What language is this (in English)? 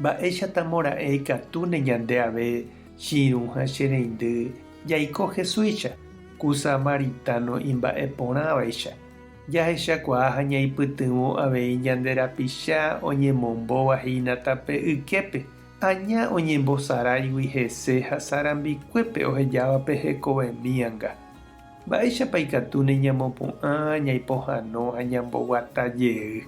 Guarani